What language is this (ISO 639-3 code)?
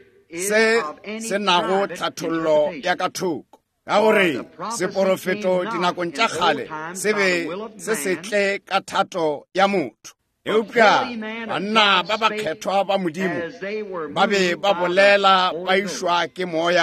nso